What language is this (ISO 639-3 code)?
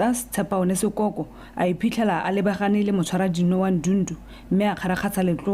tsn